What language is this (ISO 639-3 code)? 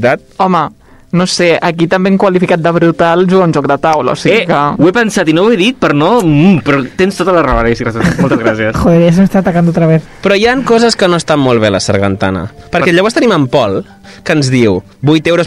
cat